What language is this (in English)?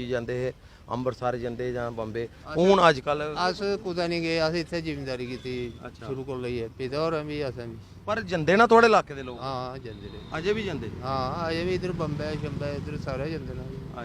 Dogri